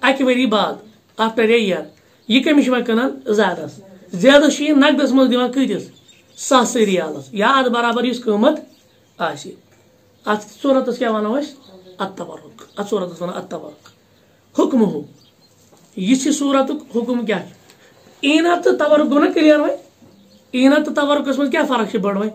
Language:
Kashmiri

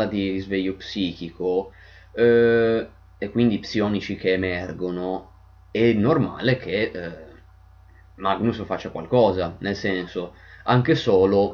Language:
Italian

